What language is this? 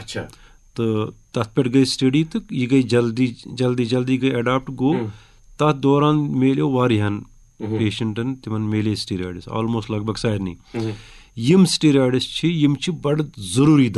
Kashmiri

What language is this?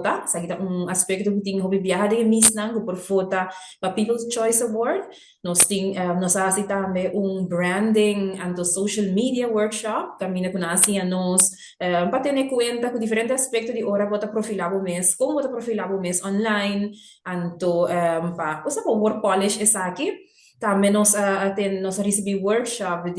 Papiamento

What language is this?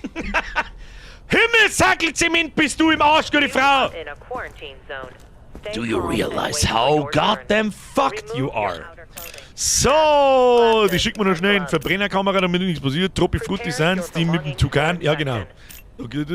Bavarian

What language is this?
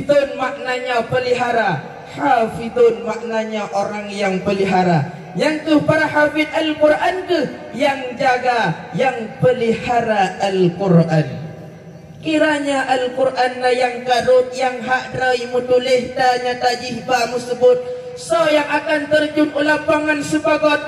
Achinese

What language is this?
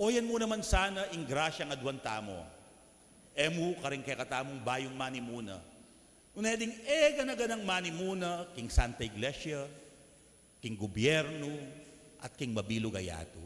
Pampanga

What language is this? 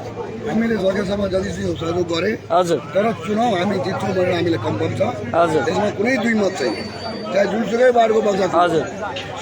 Nepali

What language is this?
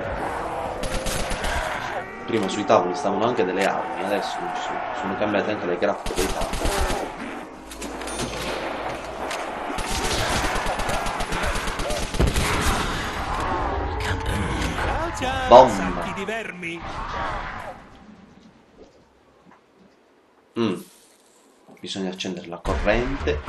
Italian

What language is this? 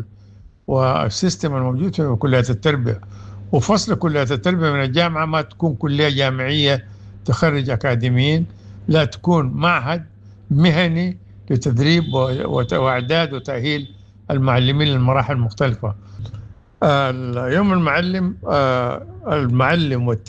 Sudanese Arabic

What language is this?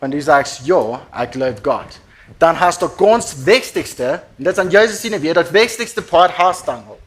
Plautdietsch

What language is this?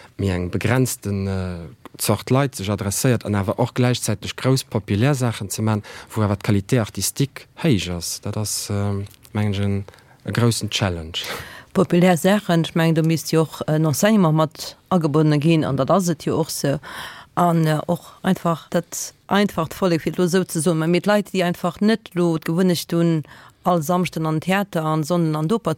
Luxembourgish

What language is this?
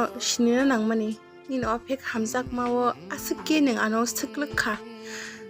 Kok Borok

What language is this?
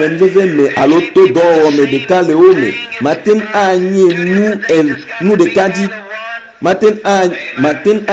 Ewe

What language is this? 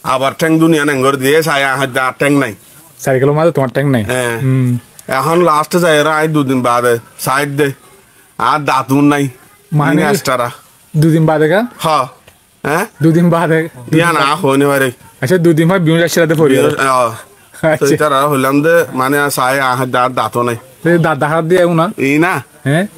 Assamese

